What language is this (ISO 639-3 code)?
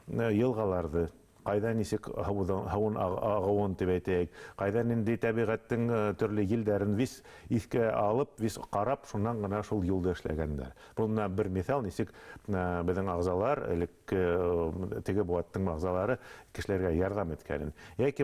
bak